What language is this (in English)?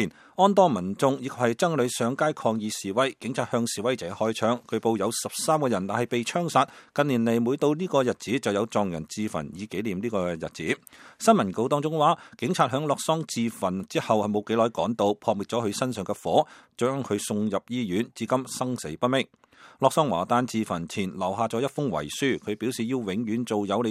Cantonese